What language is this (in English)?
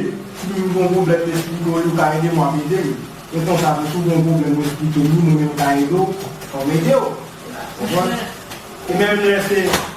Haitian Creole